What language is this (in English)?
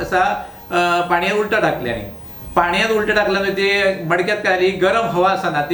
Konkani